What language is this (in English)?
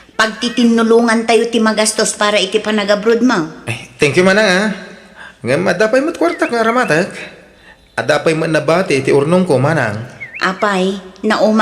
Iloko